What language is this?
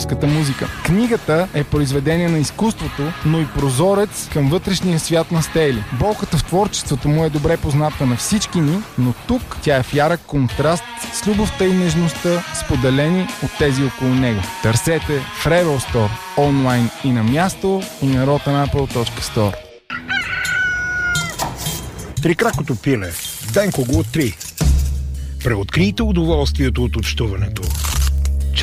Bulgarian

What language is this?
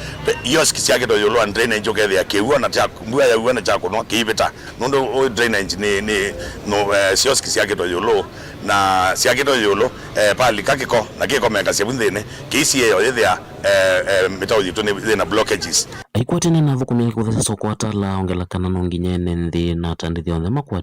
Kamba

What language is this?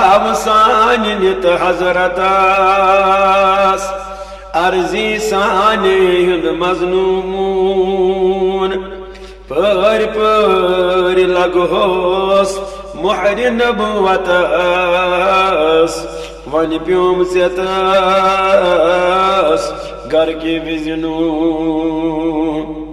Kashmiri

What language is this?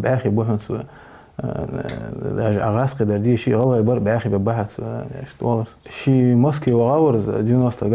Ingush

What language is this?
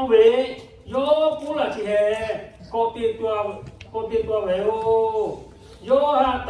Lahu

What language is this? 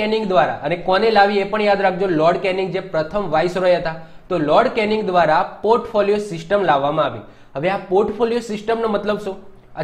Gujarati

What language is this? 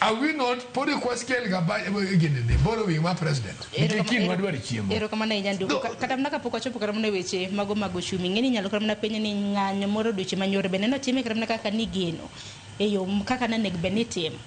Luo (Kenya and Tanzania)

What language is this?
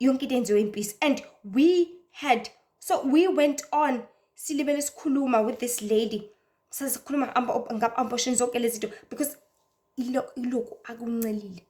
Zulu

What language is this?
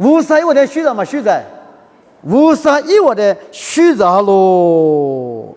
Lisu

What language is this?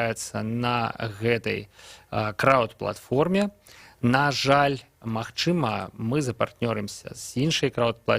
Belarusian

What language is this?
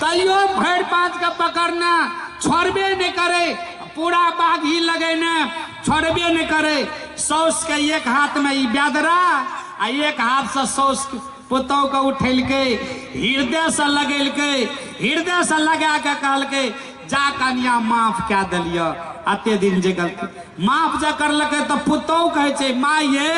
Maithili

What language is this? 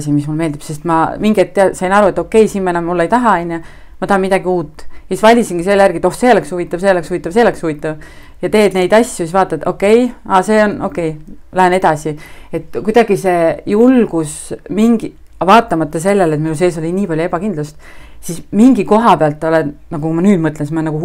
Estonian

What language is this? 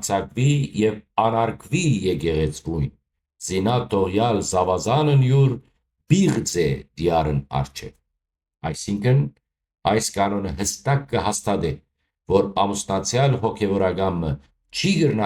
Western Armenian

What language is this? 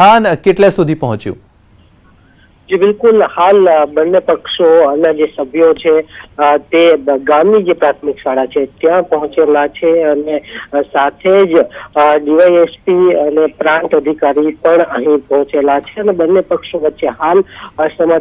Gujarati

